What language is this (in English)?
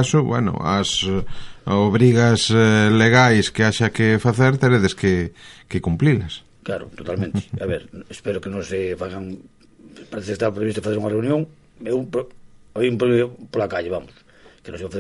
Galician